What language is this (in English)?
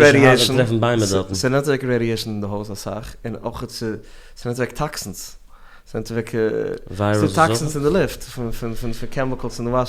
Yiddish